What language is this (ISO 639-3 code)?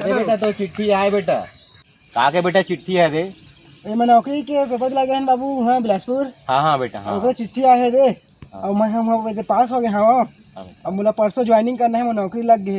hne